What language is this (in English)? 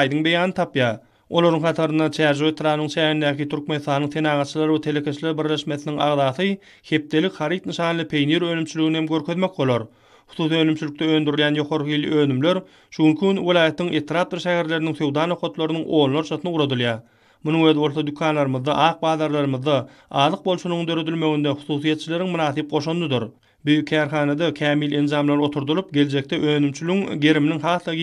Turkmen